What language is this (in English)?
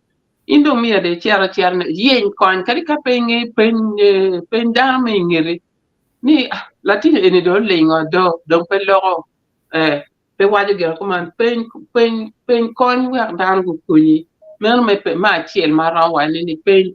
Acoli